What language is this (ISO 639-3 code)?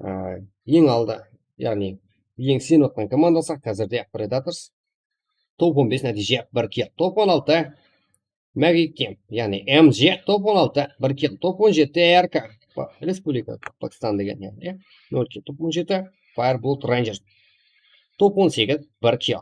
kaa